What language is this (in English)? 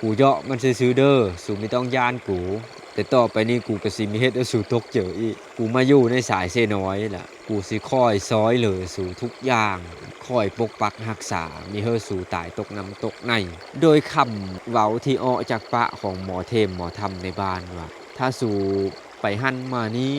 Lao